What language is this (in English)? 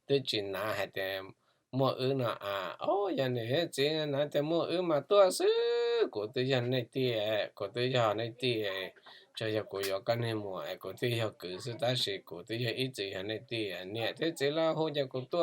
Hmong